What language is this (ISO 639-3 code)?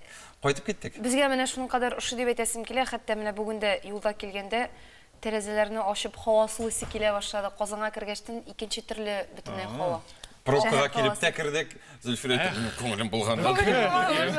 tat